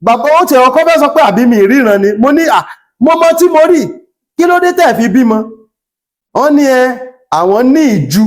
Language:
Yoruba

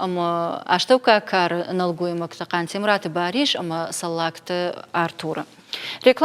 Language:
Ossetic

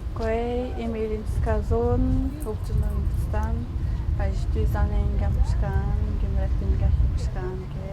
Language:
Atikamekw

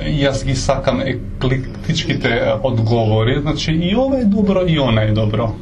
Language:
Macedonian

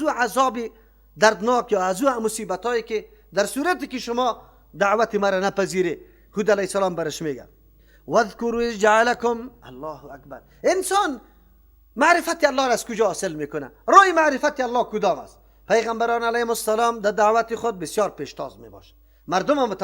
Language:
Persian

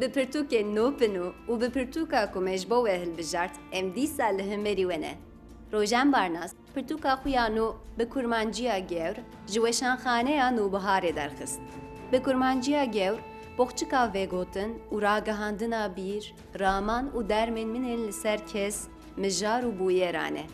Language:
Kurdish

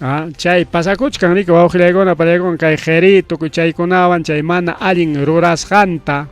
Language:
Ayacucho Quechua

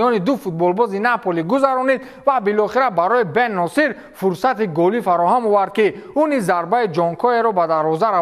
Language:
Tajik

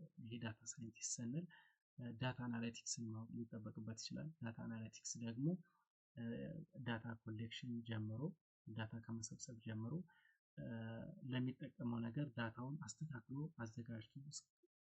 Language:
Amharic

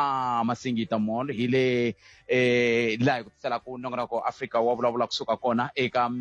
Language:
Tsonga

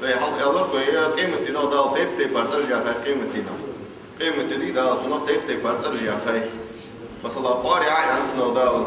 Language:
Ingush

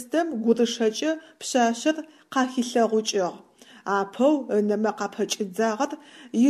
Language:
Adyghe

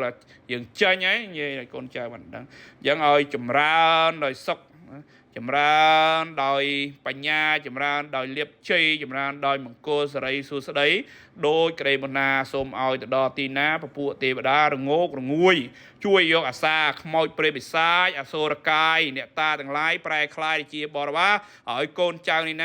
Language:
Khmer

